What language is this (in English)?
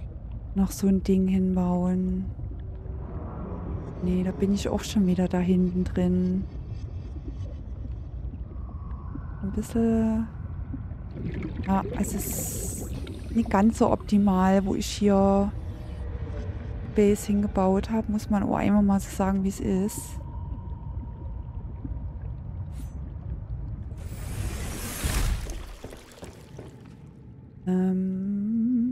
German